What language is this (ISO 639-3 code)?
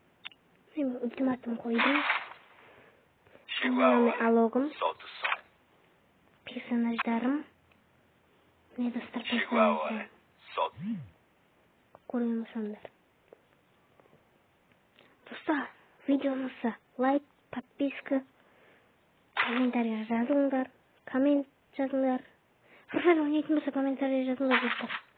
kaz